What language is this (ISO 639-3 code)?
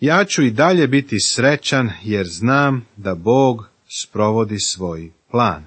srp